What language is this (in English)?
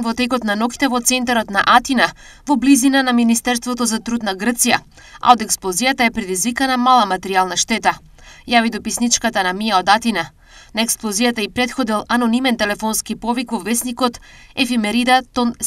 Macedonian